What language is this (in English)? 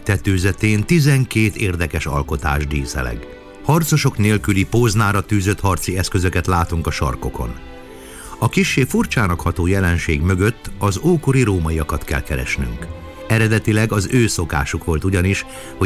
Hungarian